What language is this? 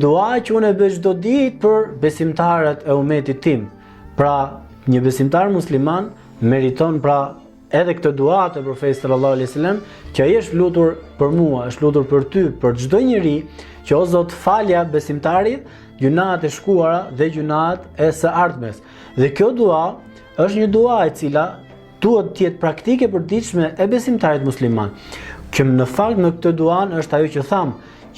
Albanian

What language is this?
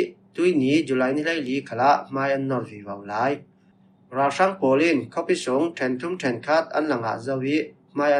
Falam Chin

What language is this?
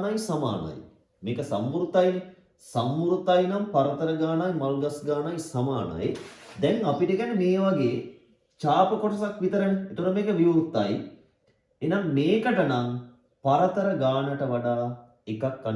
Sinhala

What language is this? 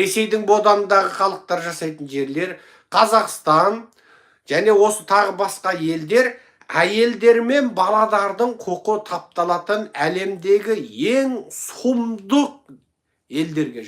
Kazakh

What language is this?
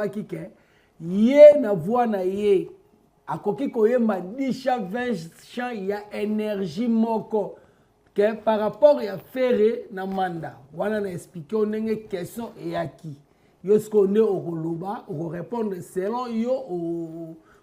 Lingala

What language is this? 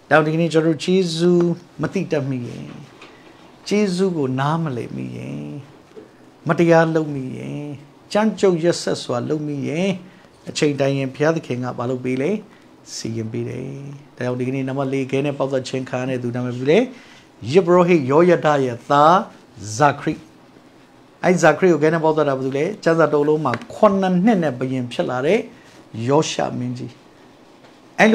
Burmese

